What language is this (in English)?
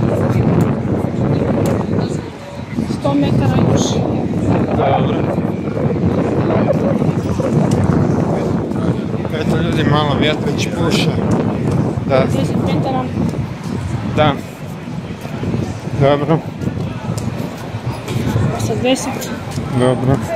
Croatian